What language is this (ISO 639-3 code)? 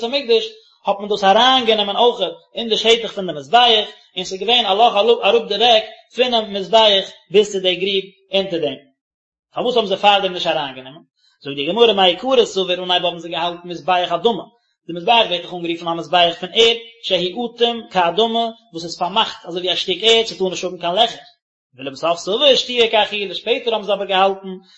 yid